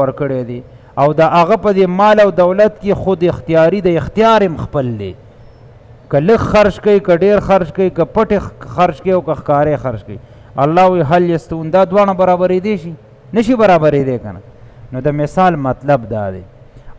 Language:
Pashto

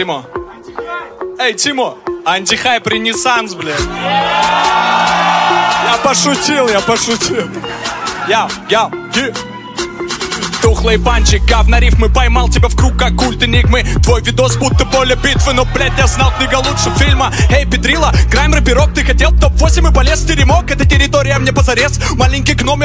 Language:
Russian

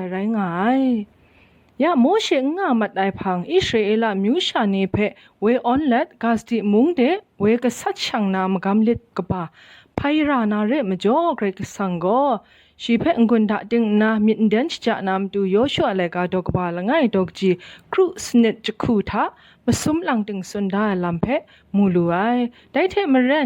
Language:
Kachin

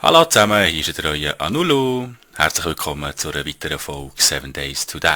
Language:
Swiss German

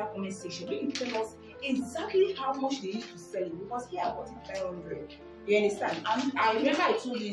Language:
Nigerian Pidgin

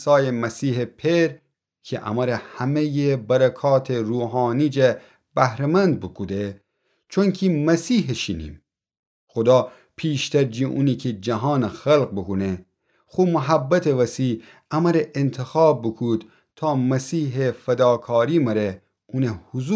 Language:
Gilaki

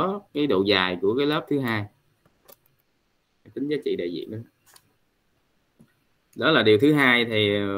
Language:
Vietnamese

